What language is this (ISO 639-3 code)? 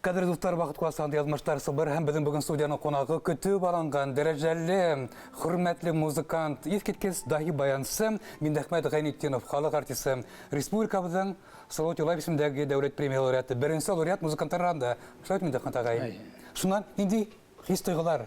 bak